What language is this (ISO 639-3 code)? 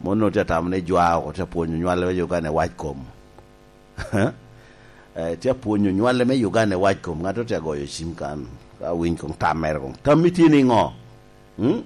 laj